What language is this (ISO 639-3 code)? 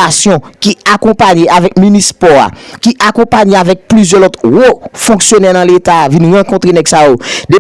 hat